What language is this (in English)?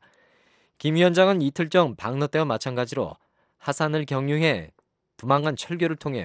Korean